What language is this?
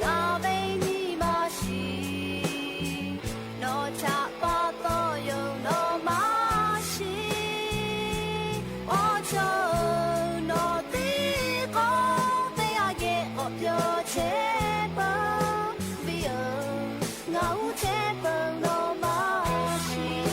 Lahu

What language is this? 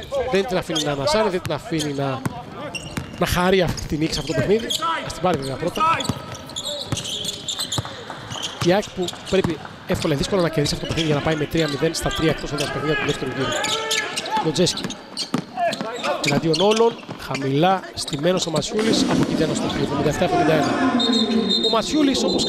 Greek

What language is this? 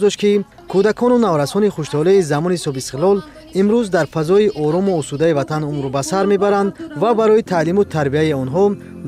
Tajik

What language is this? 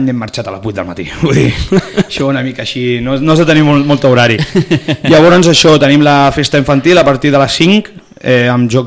Catalan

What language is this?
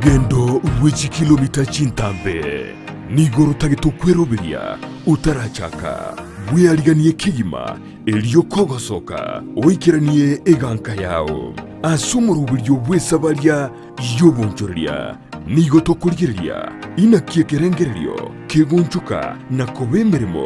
Gusii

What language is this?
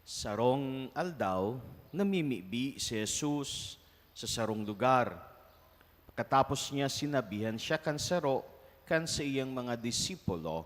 Bikol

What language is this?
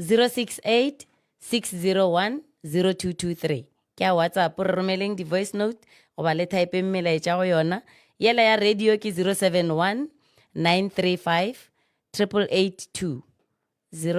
Northern Sotho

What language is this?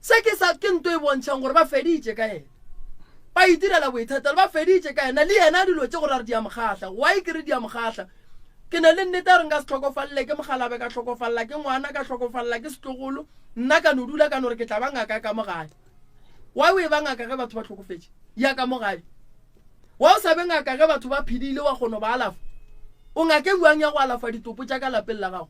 Northern Sotho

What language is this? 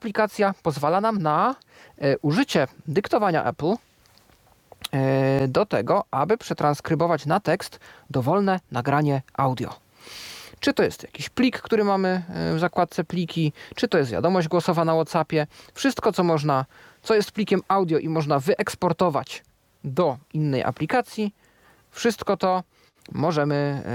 Polish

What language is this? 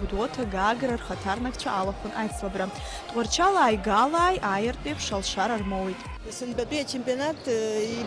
Abkhazian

